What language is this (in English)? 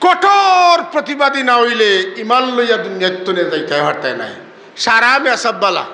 Sylheti